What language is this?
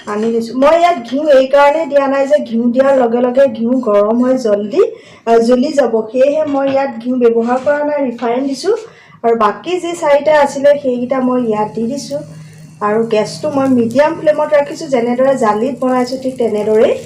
Assamese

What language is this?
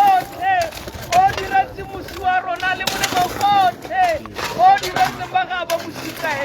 Tswana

